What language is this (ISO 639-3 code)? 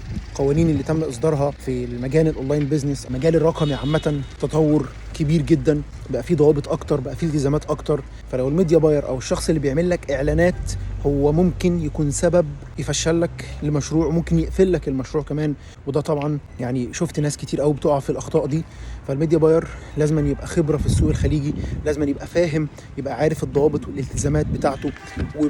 arz